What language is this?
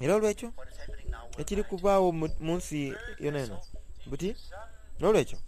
Soga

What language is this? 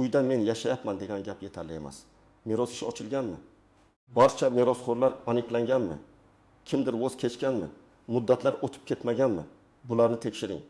Uzbek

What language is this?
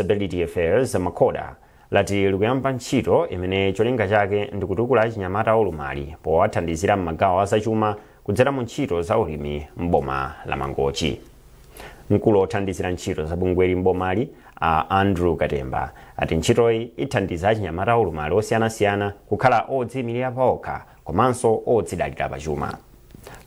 Nyanja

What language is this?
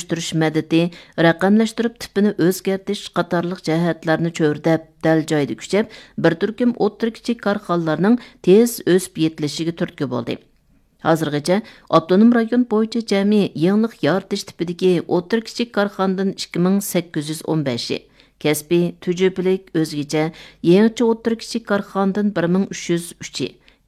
Uyghur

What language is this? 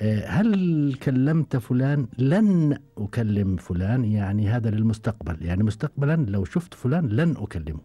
Gulf Arabic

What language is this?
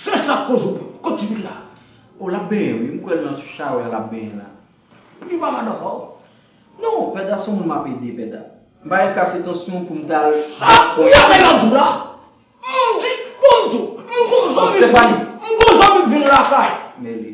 Haitian Creole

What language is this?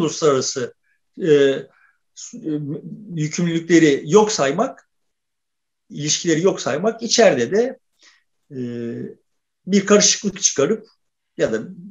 Turkish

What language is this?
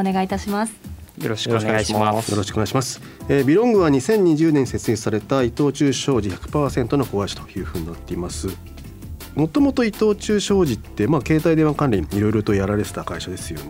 Japanese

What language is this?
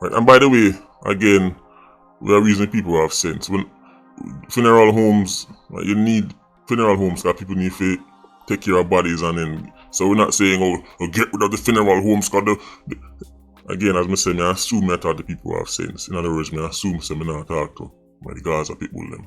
Jamaican Creole English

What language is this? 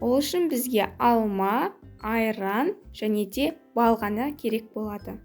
Kazakh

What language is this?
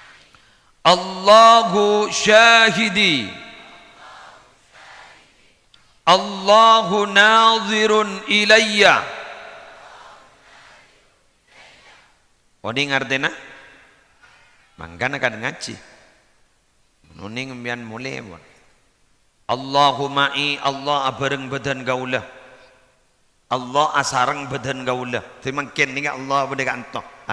Madurese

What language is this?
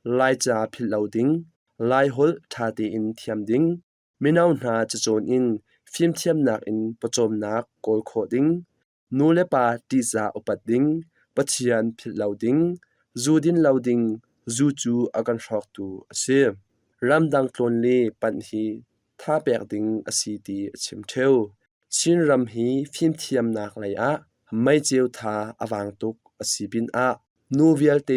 Hakha Chin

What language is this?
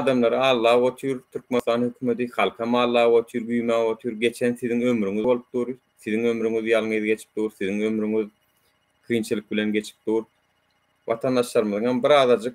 Turkmen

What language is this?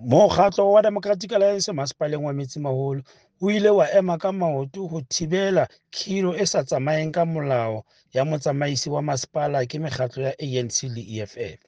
Southern Sotho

